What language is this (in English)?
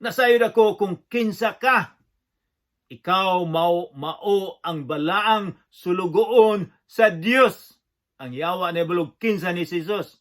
Cebuano